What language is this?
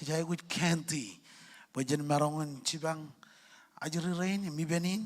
Marshallese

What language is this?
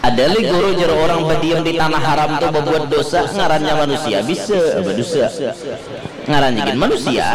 Banjar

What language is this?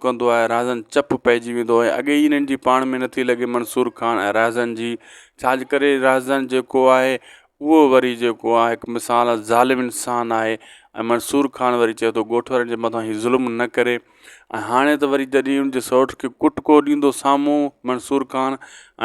Sindhi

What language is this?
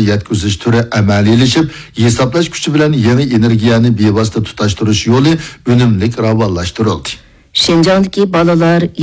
Uyghur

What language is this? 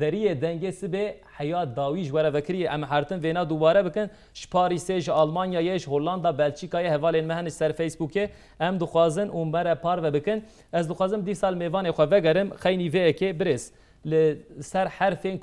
Kurdish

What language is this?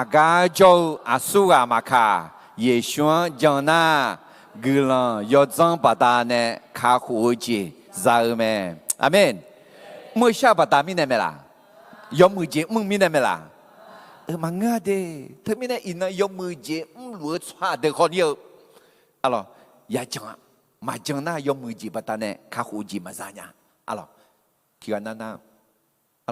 Akha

